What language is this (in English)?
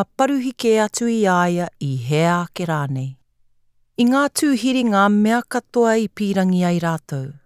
Māori